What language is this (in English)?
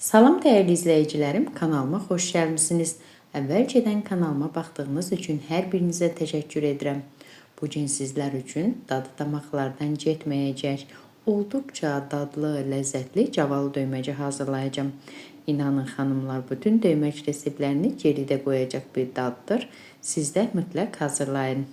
Azerbaijani